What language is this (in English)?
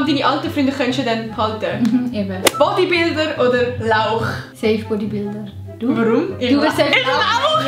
Swiss German